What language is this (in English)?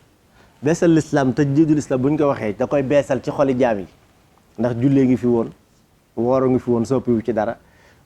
Wolof